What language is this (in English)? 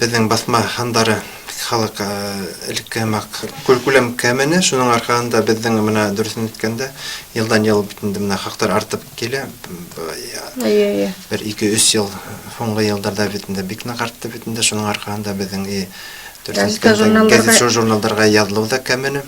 Bashkir